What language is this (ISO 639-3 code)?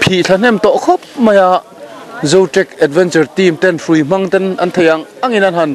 lus